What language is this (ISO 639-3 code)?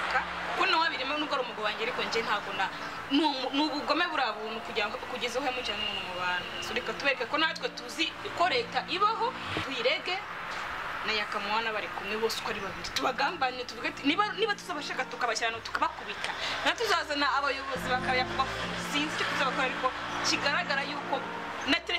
kin